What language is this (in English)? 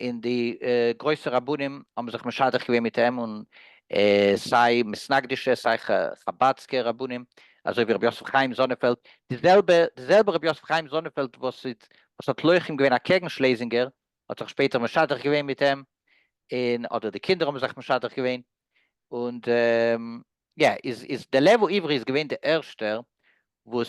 Yiddish